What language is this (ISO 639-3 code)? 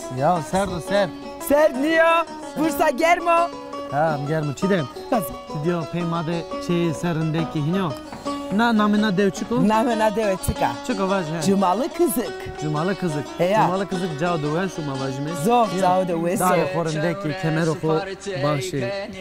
zza